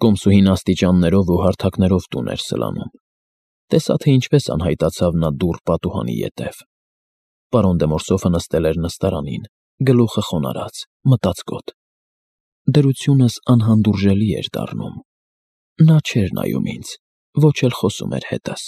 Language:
Armenian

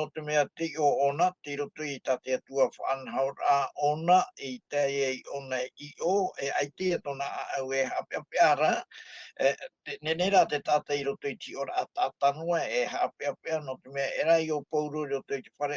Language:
Tahitian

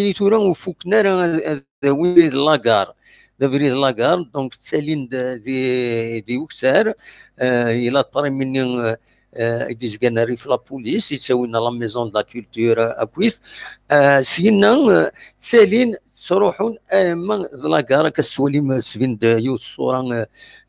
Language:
Kabyle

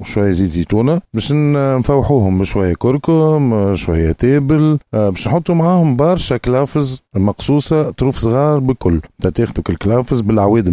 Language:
Tunisian Arabic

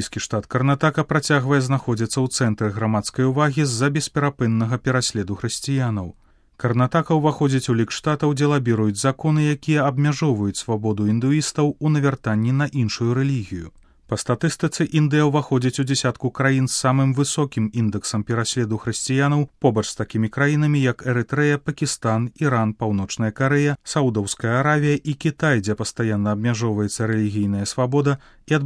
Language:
Belarusian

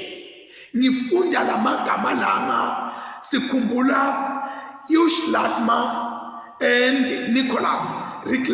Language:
Zulu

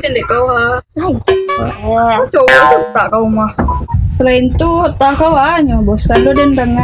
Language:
Minangkabau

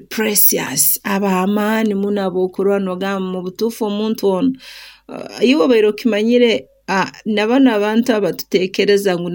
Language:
Nyoro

